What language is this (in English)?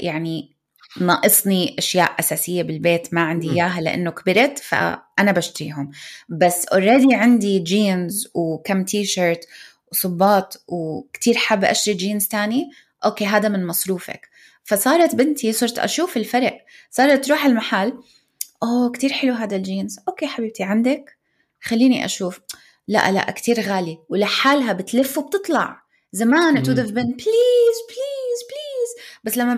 North Levantine Arabic